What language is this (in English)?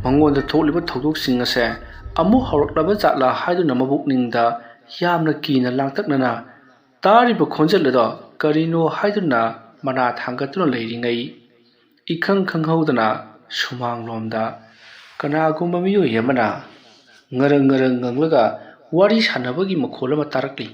Manipuri